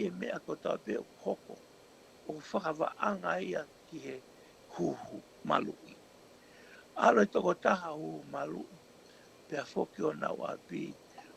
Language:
Tongan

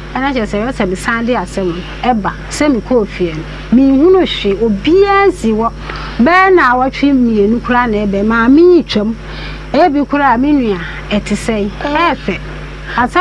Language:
Akan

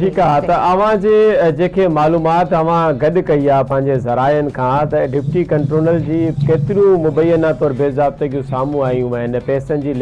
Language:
Sindhi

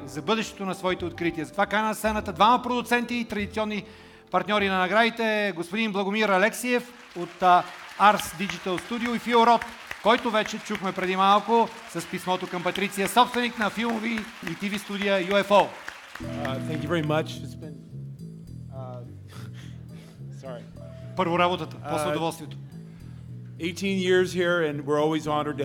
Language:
Bulgarian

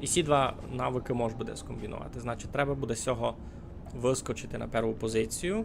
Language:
Rusyn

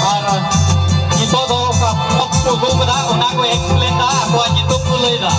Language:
Santali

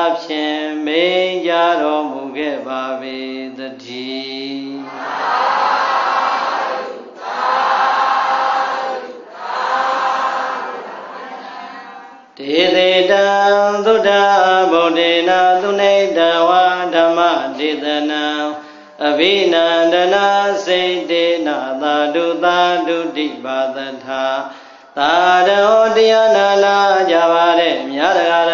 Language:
Burmese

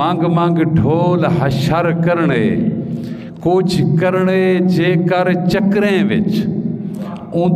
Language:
Saraiki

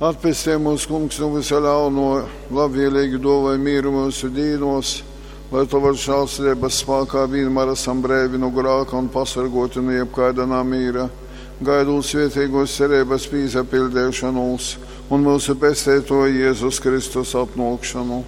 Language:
Latgalian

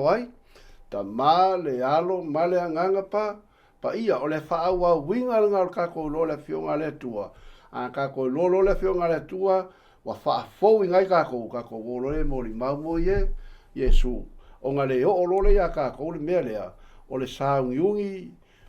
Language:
Samoan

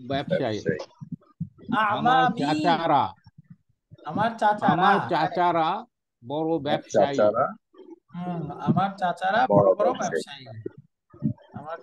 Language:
Bangla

